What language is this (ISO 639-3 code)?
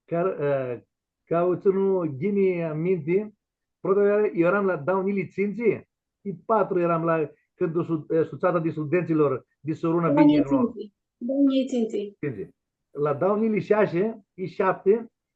rup